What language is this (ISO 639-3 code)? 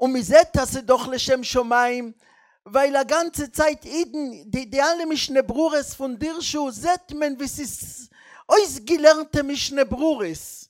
yid